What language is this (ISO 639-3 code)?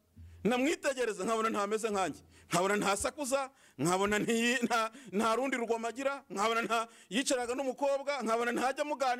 kin